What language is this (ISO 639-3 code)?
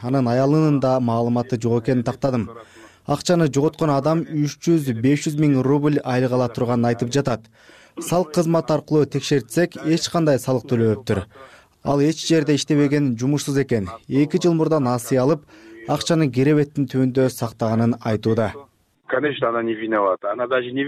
kir